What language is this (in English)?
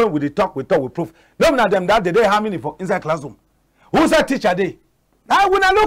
Cameroon Pidgin